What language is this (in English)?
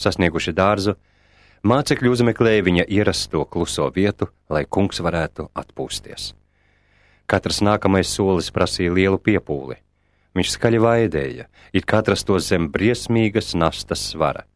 Latvian